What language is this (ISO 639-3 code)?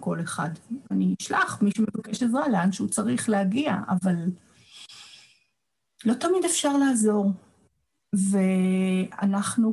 heb